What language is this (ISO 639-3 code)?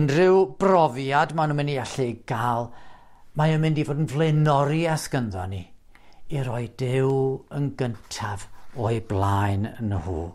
cym